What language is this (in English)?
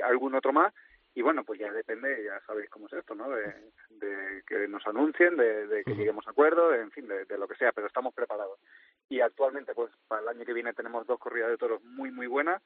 Spanish